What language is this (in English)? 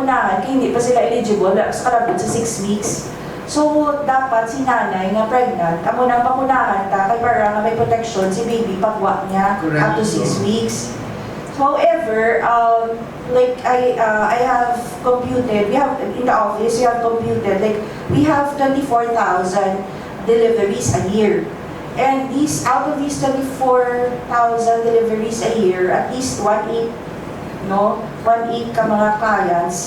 Hiligaynon